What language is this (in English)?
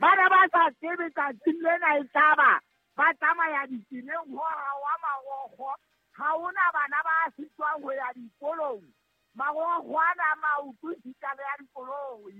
Southern Sotho